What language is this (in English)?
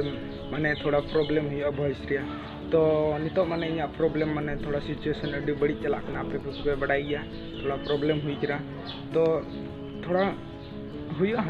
Santali